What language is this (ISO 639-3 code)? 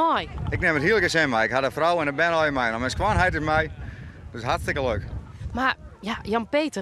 fry